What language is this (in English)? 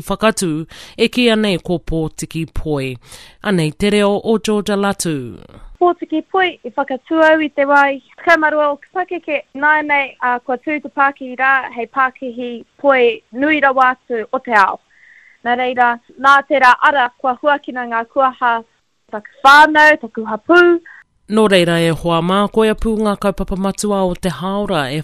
Māori